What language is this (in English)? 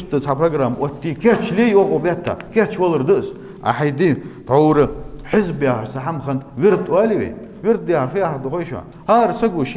Ingush